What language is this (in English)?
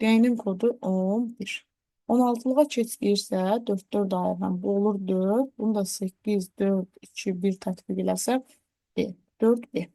Azerbaijani